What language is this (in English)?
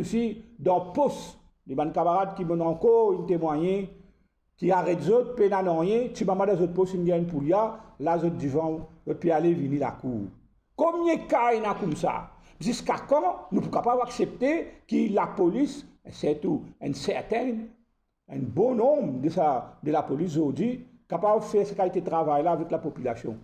Morisyen